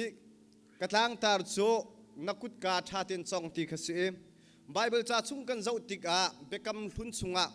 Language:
Hakha Chin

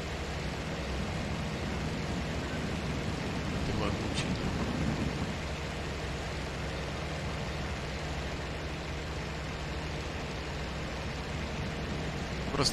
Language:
Russian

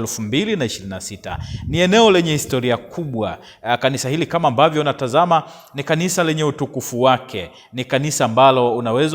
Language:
Swahili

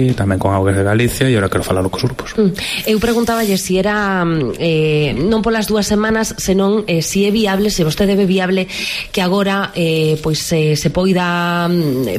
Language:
Galician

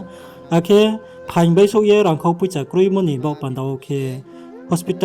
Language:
Riang (India)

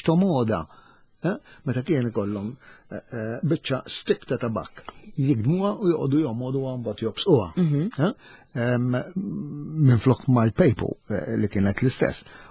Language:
Maltese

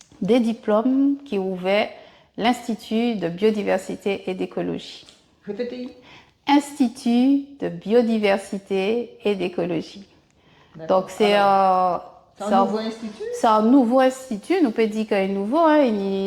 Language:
Guadeloupean Creole French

